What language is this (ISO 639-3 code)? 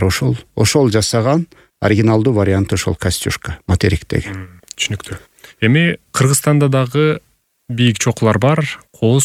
kir